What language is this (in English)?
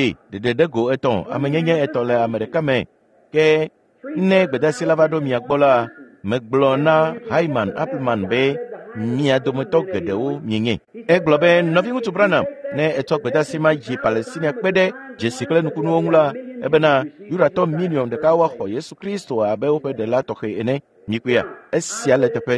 Ewe